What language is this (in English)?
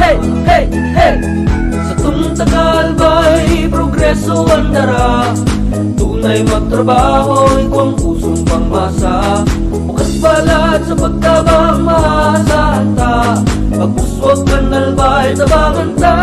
Bikol